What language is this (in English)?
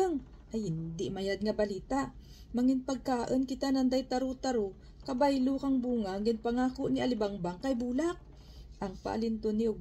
Kinaray-a